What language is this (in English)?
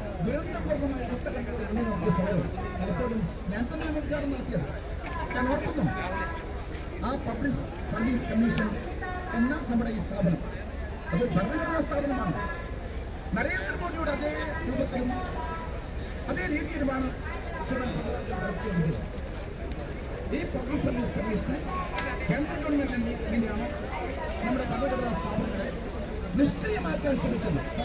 Malayalam